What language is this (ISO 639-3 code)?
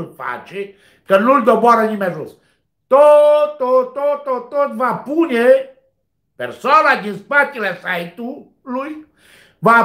ron